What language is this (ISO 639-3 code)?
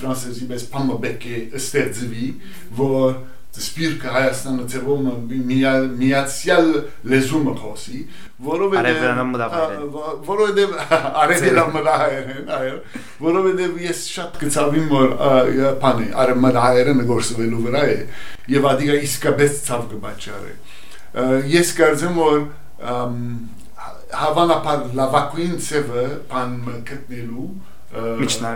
hye